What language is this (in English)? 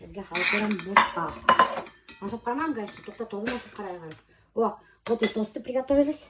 Bashkir